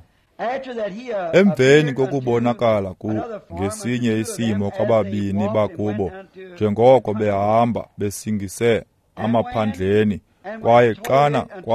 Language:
Xhosa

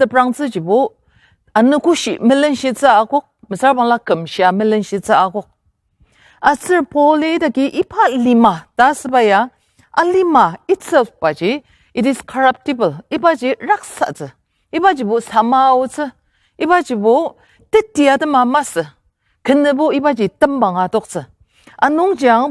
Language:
Ao Naga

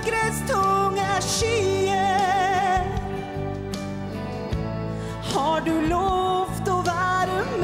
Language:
Norwegian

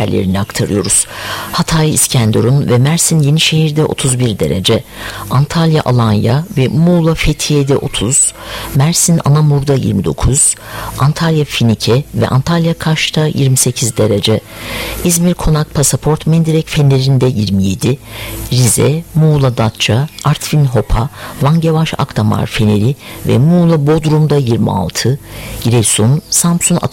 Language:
Turkish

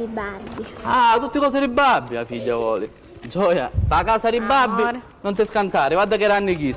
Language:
Sicilian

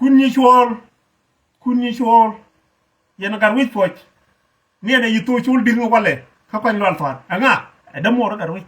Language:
Nuer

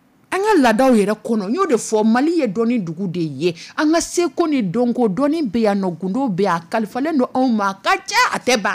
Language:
Dyula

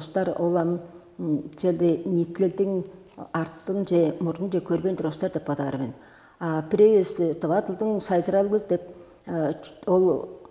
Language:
Tuvinian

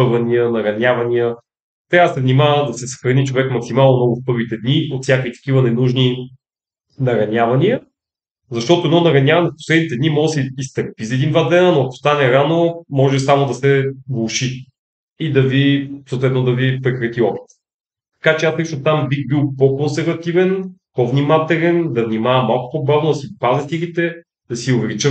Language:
Bulgarian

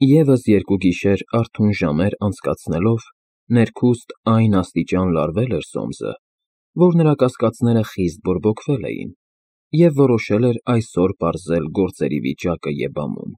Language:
Armenian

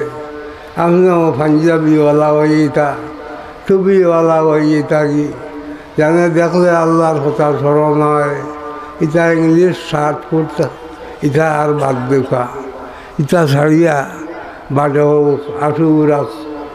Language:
Sylheti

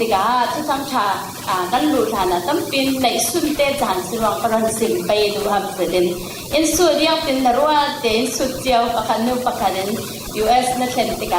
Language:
Falam Chin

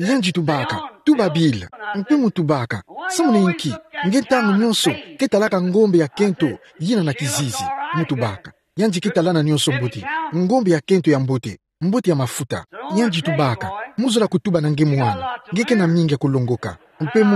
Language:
Kituba (Democratic Republic of Congo)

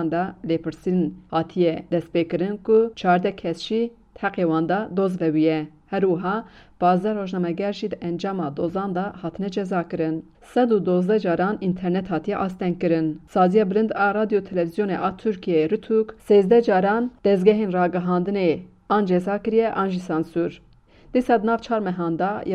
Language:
Kurdish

